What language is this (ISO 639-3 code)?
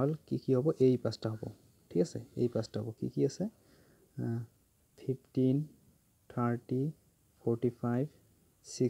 asm